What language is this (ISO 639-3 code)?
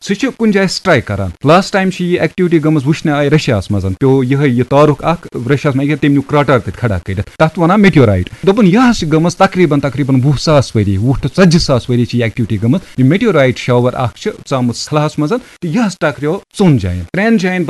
kas